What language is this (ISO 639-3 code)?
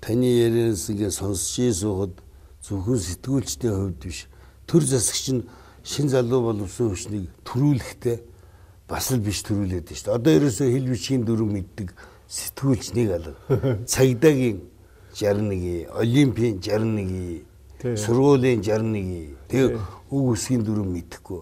mon